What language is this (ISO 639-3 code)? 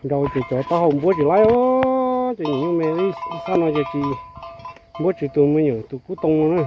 hmn